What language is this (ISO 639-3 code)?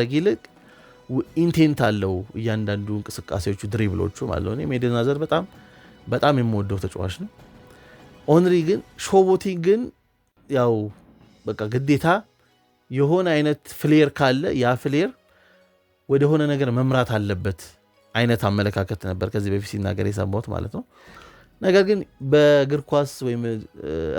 amh